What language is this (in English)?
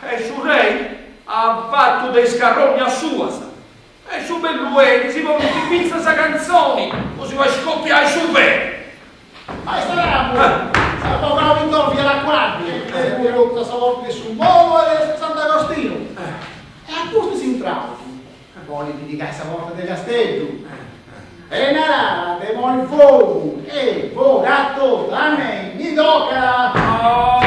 Sardinian